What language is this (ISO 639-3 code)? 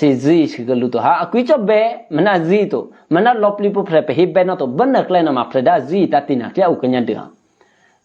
eky